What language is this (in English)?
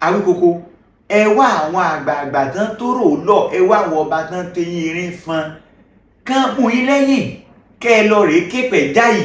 Yoruba